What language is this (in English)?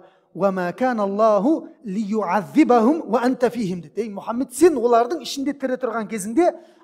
Kazakh